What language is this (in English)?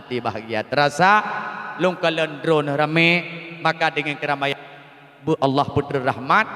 Achinese